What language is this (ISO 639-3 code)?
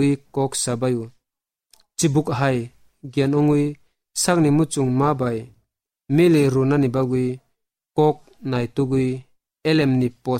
trp